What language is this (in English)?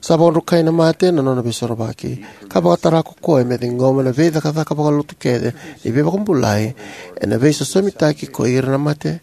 Fijian